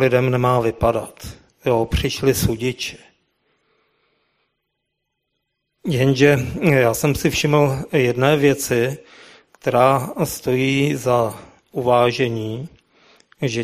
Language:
Czech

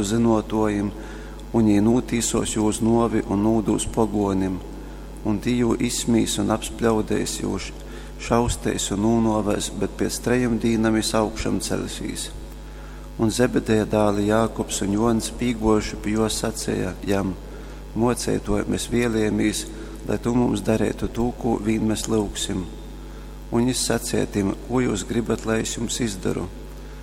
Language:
Latgalian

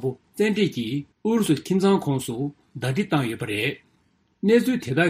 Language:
Tibetan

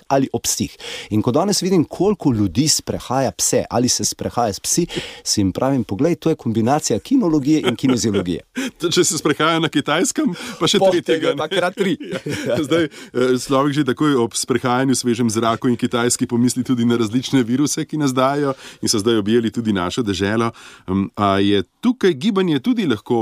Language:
Slovenian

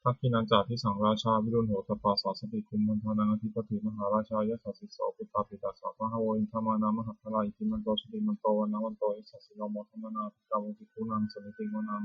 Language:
Pali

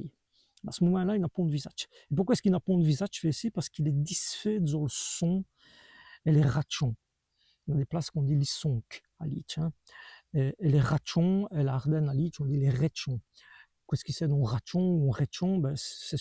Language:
Walloon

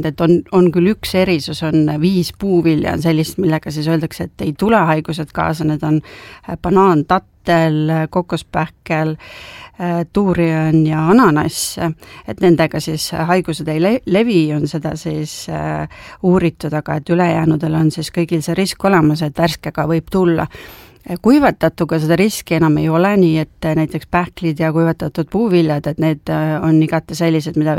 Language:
Estonian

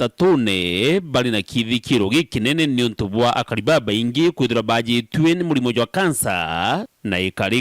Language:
Meru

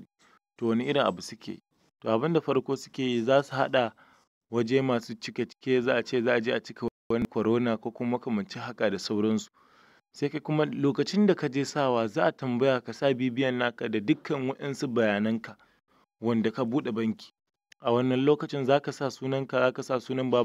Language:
Hausa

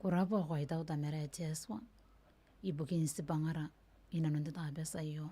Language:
Gilbertese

